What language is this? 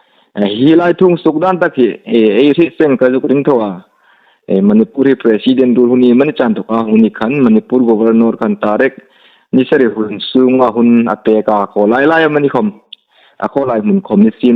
Hmar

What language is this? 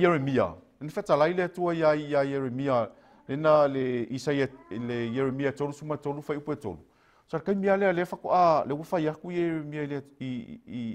Samoan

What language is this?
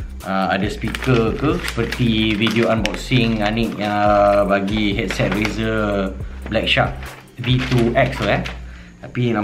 Malay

